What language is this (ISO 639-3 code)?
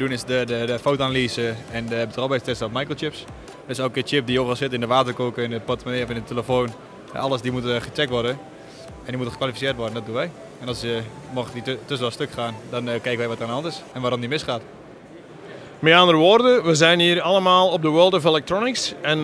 nld